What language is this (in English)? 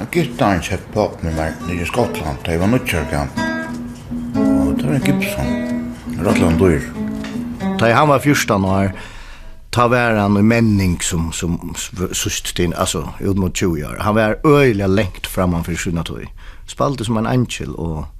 Faroese